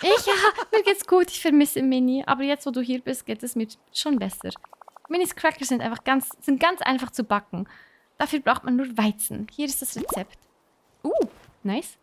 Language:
Swiss German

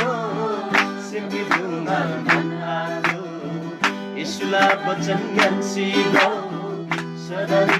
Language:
Eastern Tamang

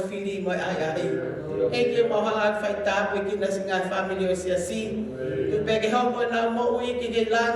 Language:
Tongan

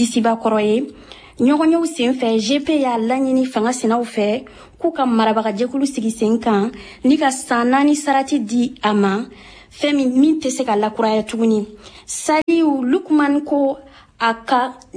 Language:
Bambara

